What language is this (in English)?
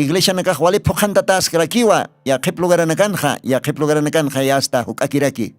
Aymara